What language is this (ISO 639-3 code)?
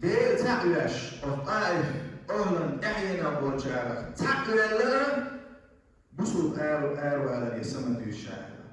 che